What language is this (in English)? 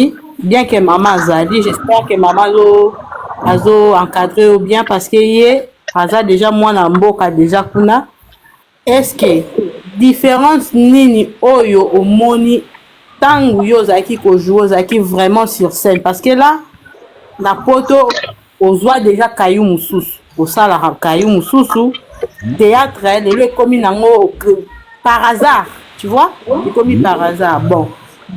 Lingala